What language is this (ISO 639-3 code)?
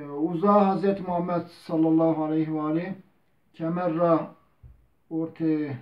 zza